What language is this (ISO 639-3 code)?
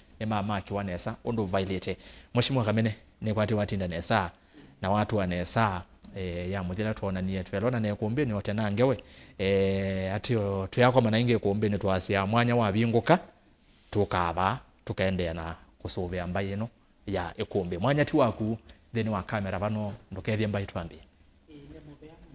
kam